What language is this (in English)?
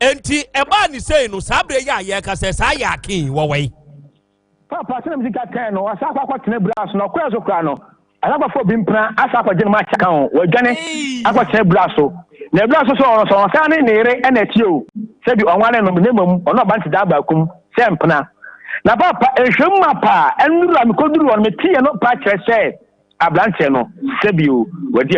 Akan